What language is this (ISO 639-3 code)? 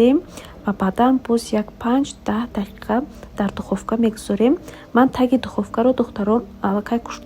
tgk